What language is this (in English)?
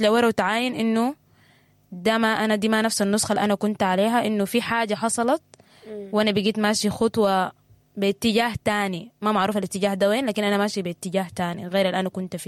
Sudanese Arabic